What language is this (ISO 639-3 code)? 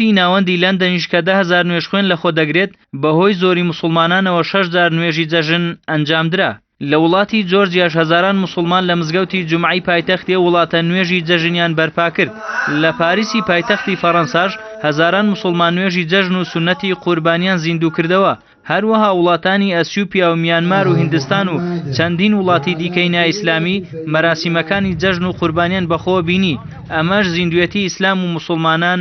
ckb